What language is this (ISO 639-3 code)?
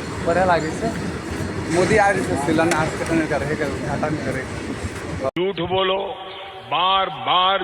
hne